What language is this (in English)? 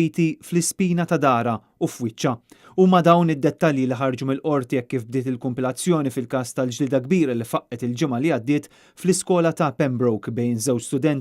Maltese